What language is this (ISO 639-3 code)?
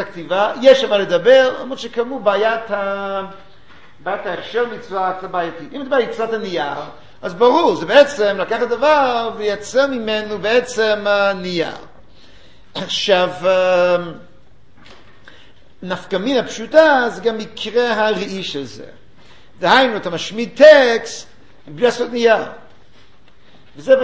heb